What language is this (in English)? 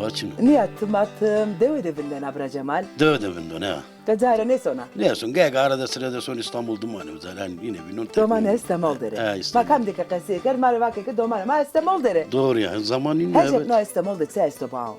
Zaza